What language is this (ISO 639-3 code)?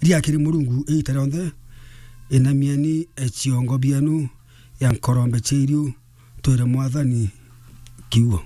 mer